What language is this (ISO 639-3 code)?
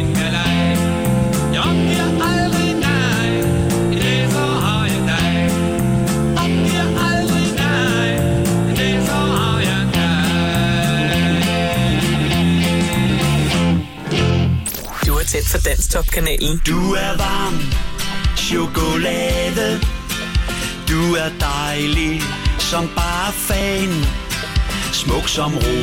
dan